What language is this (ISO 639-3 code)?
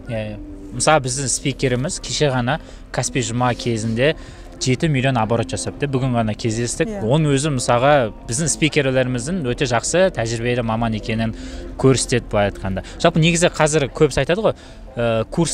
kaz